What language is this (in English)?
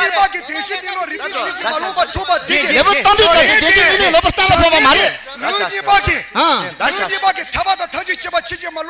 Tibetan